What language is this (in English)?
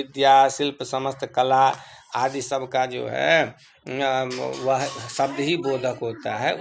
Hindi